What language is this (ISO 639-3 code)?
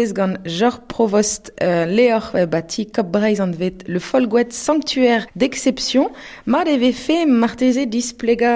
bre